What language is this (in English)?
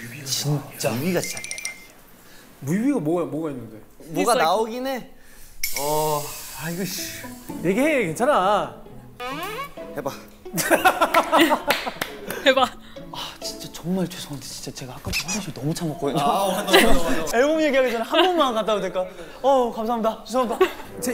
Korean